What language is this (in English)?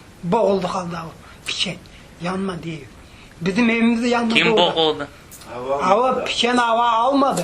Crimean Tatar